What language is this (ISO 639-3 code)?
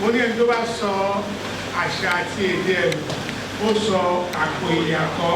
yor